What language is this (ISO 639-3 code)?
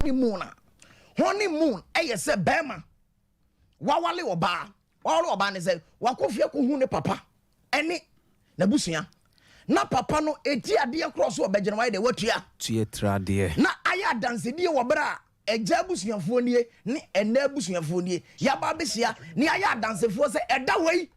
aka